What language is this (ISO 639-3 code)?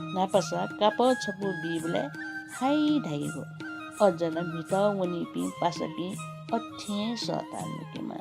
new